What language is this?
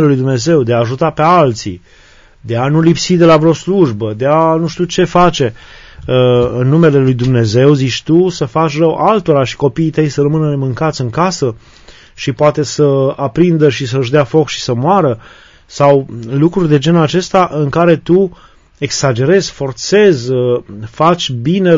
Romanian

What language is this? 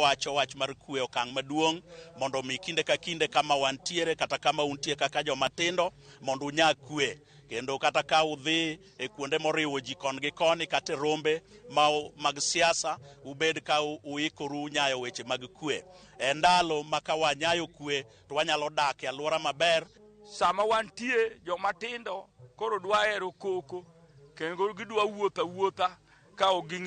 Luo (Kenya and Tanzania)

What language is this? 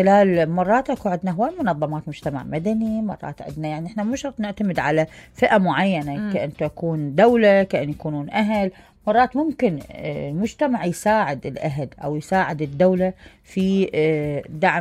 Mesopotamian Arabic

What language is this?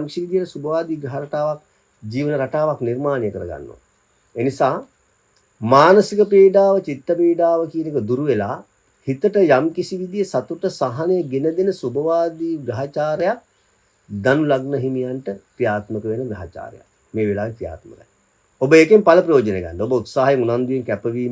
Sinhala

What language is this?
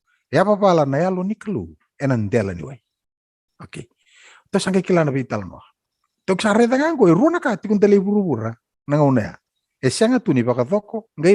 Fijian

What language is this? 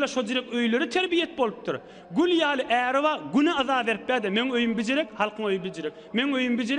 Turkmen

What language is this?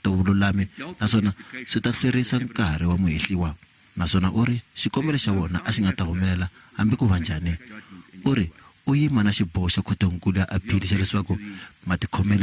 Tsonga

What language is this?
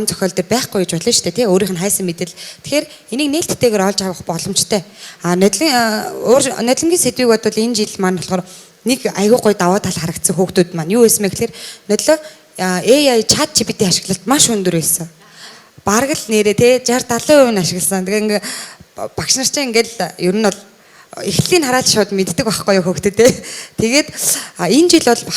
Mongolian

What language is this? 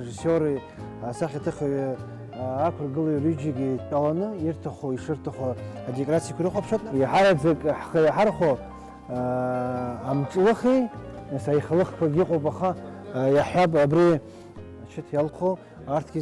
Abkhazian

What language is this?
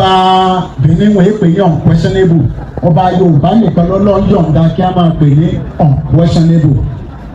Yoruba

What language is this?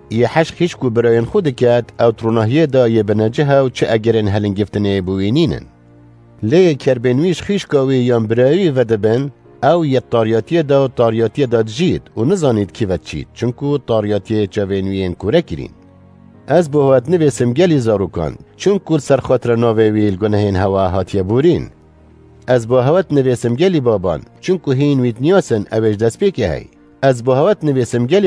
Kurdish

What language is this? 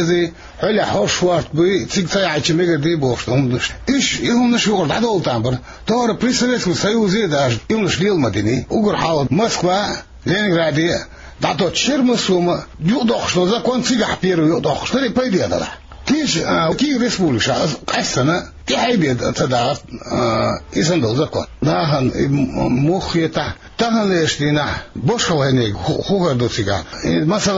Chechen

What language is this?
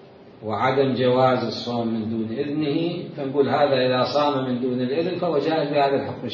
Mesopotamian Arabic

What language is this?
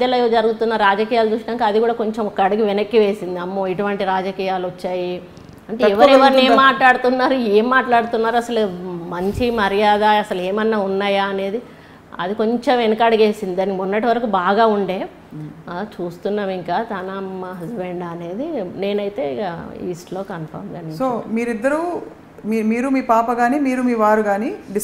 Telugu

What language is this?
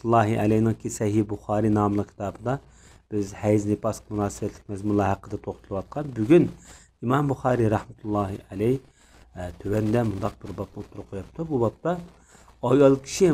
Uyghur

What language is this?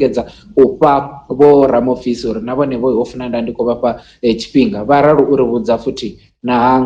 Venda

